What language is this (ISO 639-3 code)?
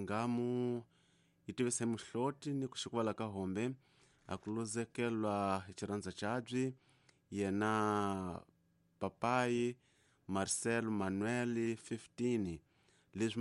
tso